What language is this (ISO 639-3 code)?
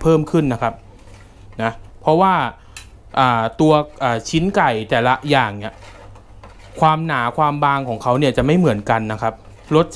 tha